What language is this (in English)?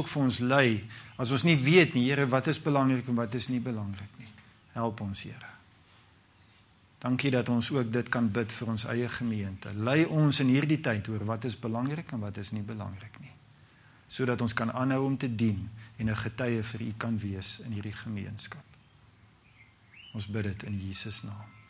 Afrikaans